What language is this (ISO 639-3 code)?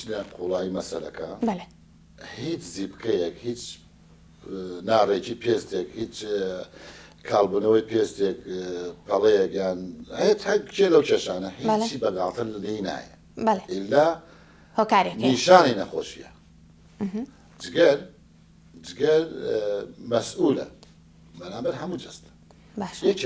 ckb